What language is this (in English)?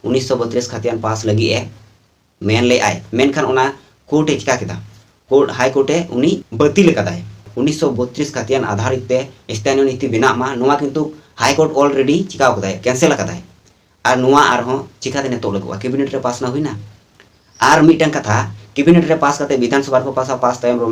Santali